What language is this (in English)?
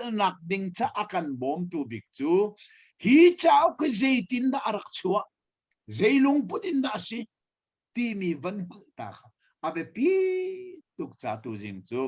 Hakha Chin